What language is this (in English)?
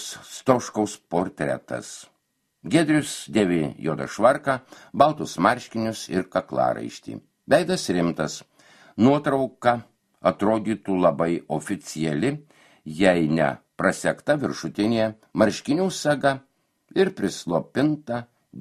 Lithuanian